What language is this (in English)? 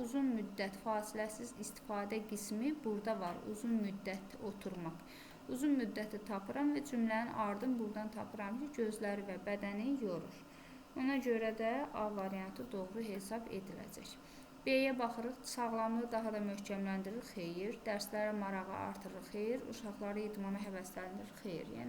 Azerbaijani